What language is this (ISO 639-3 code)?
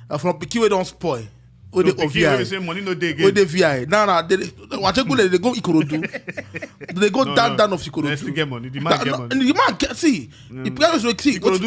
pcm